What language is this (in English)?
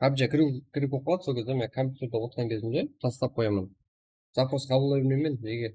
Kara-Kalpak